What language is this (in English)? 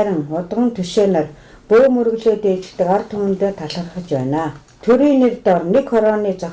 Mongolian